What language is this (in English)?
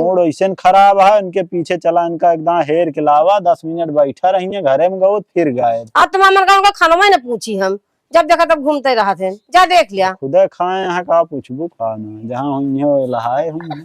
Awadhi